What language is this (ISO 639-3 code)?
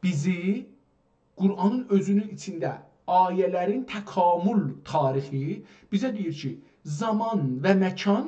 azb